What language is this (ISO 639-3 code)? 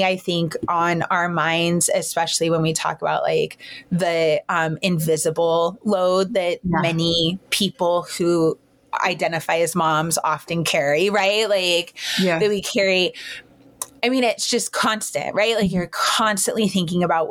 eng